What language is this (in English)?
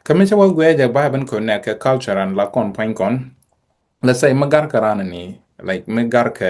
Nuer